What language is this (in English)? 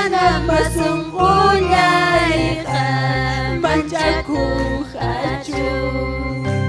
Ayacucho Quechua